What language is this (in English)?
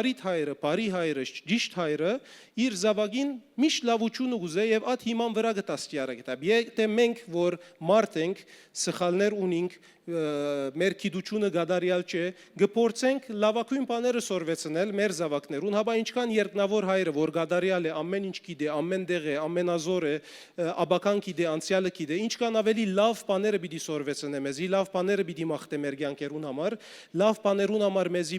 Western Armenian